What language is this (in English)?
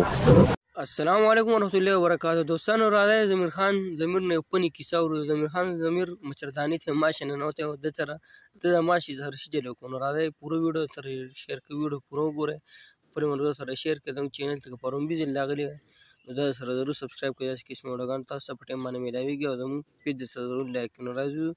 Pashto